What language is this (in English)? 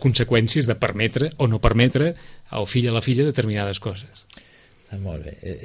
Catalan